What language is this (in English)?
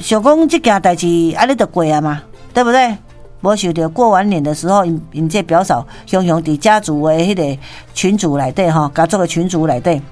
Min Nan Chinese